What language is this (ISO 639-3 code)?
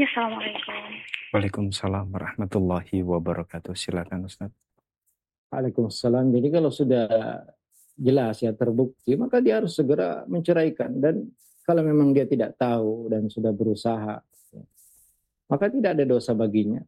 ind